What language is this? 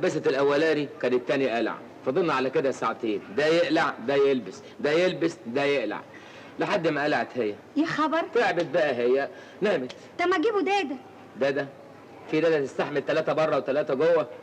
Egyptian Arabic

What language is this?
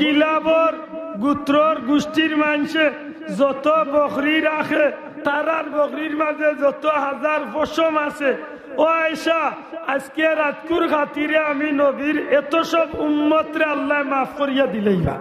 Sylheti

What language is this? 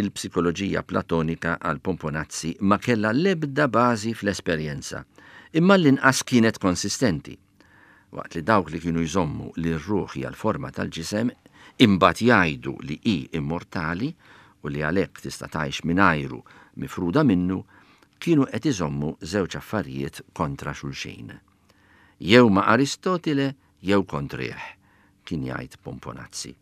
Maltese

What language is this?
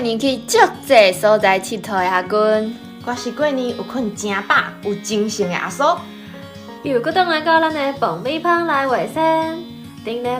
Min Nan Chinese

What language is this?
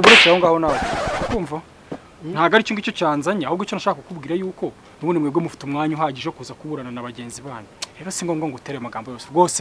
Kinyarwanda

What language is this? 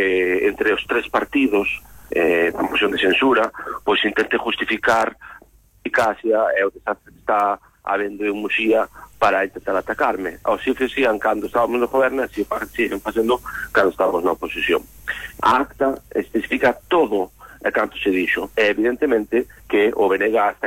Galician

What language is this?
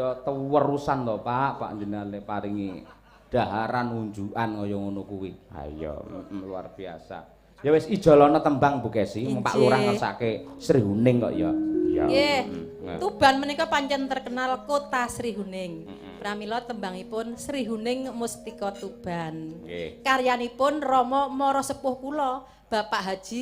Javanese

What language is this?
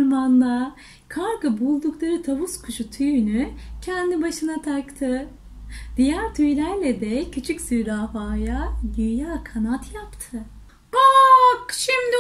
Turkish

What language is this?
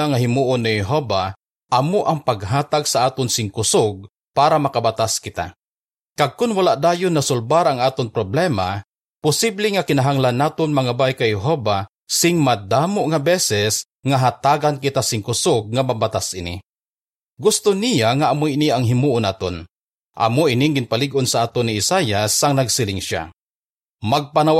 Hiligaynon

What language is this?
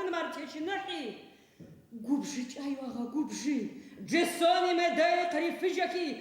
Adyghe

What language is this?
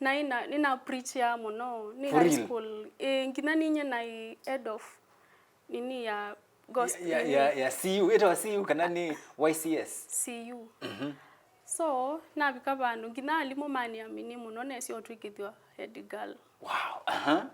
Kamba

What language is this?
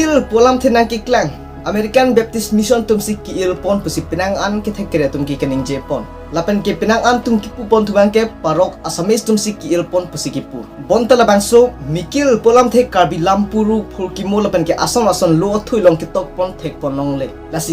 Karbi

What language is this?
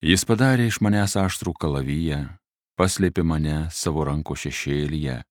Lithuanian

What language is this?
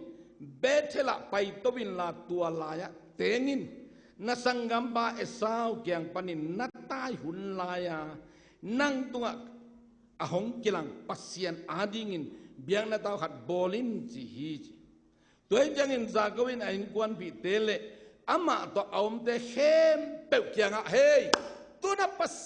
Tedim Chin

